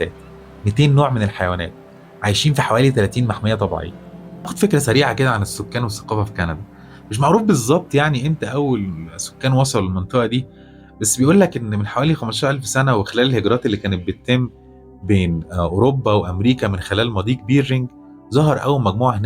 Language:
Egyptian Arabic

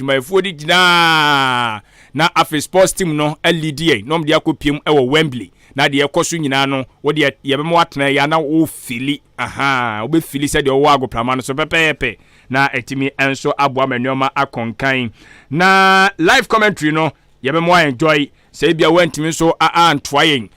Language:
Akan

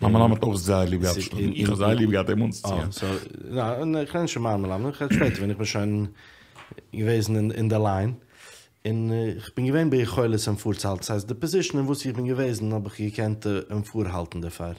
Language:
Yiddish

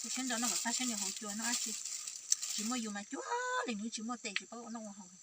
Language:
Hmong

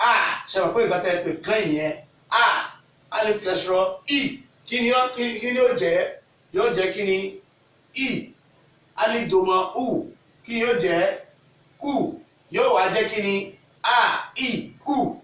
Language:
Yoruba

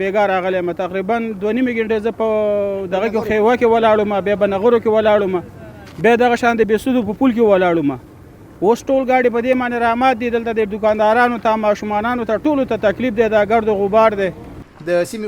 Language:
Pashto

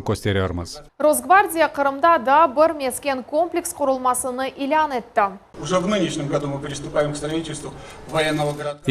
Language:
Crimean Tatar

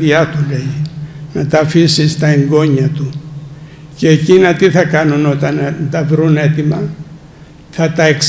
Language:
Greek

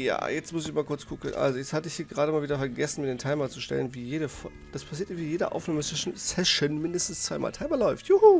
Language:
German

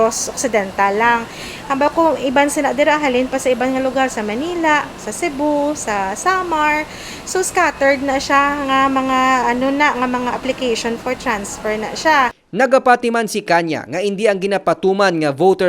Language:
Hiligaynon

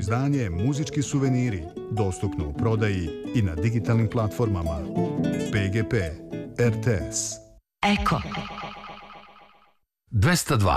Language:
Serbian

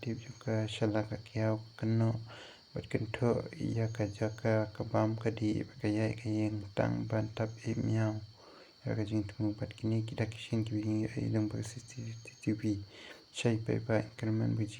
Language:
Khasi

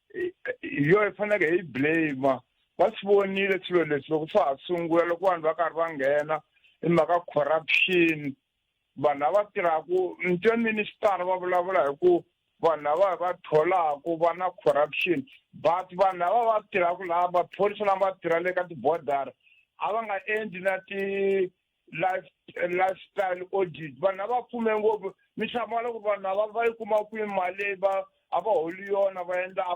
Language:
Tsonga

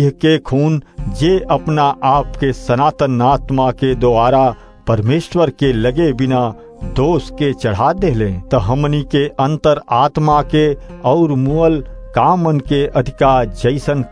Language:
Bhojpuri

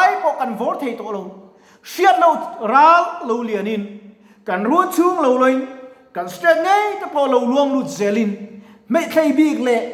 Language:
Mizo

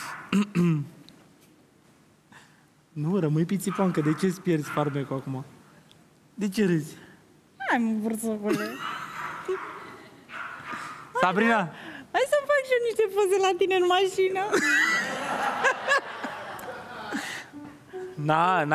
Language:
Romanian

